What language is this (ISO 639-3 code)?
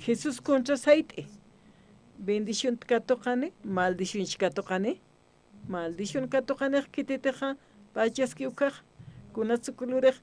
aym